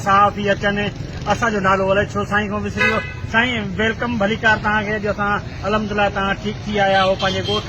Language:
Sindhi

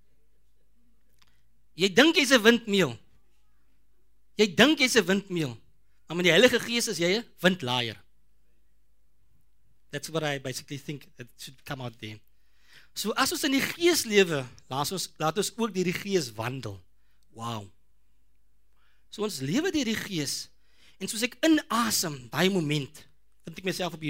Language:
Afrikaans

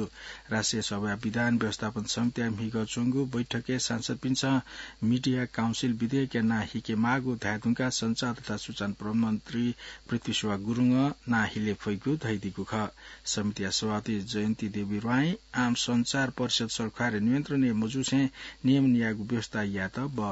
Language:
Newari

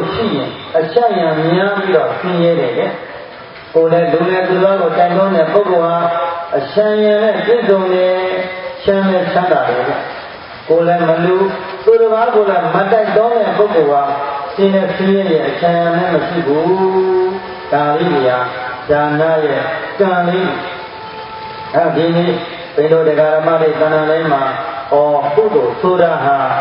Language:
Burmese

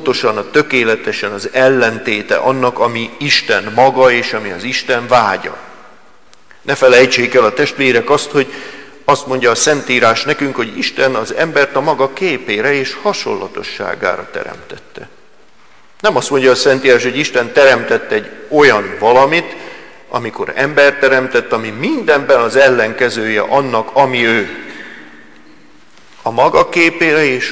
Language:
Hungarian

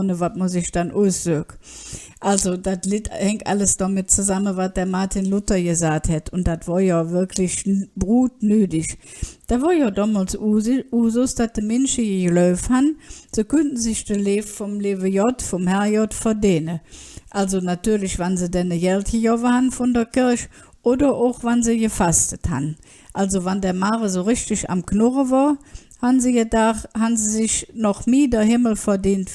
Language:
Colognian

